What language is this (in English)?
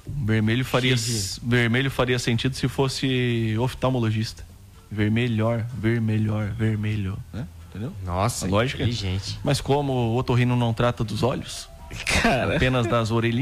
Portuguese